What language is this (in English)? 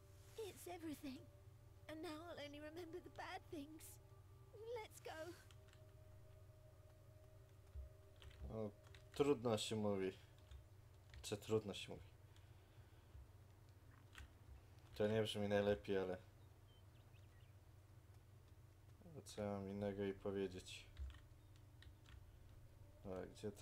Polish